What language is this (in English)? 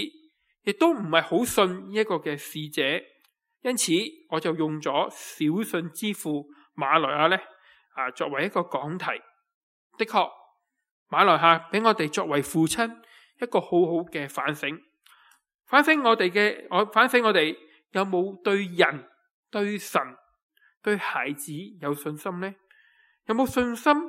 Cantonese